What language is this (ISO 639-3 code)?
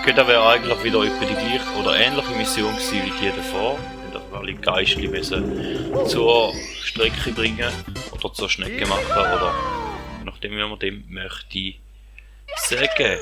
gsw